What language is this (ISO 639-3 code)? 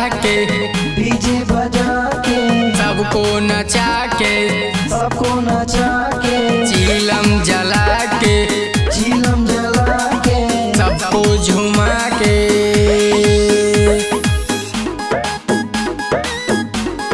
bho